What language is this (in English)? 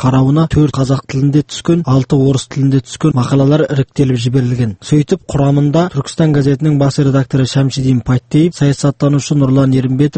Kazakh